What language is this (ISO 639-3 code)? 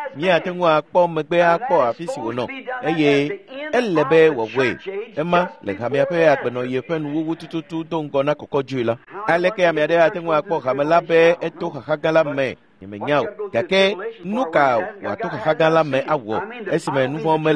ewe